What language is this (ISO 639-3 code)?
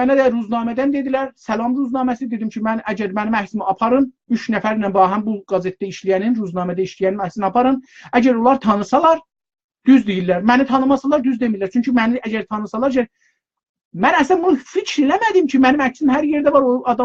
azb